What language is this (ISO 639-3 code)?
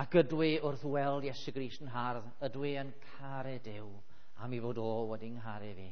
cym